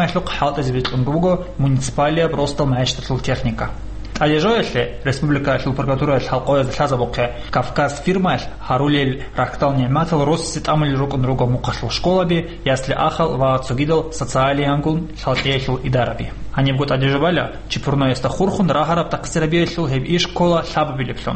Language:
Avaric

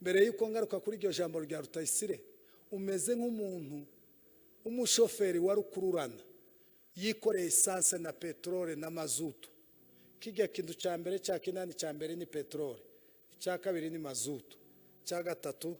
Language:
Kinyarwanda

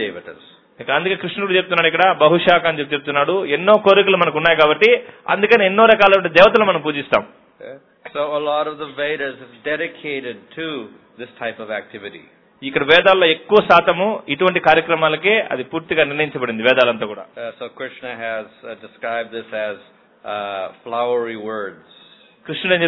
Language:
Telugu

